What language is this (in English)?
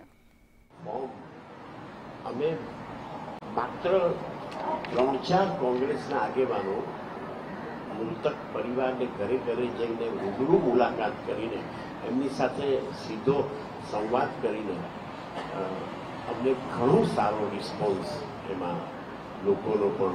Gujarati